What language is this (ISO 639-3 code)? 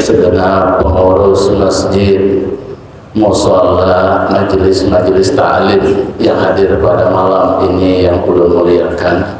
bjn